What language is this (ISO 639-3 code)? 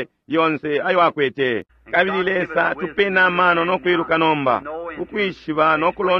bem